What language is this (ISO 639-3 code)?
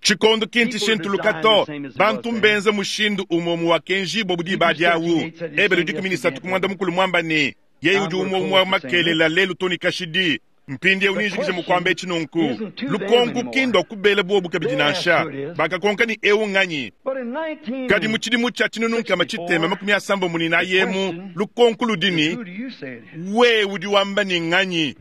lua